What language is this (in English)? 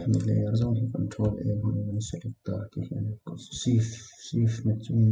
Mizo